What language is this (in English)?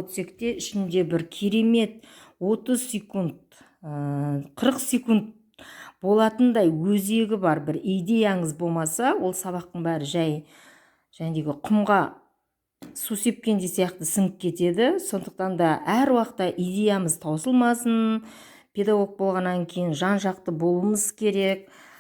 Kazakh